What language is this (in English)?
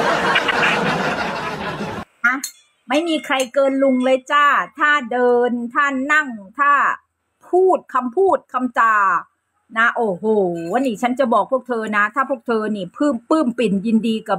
Thai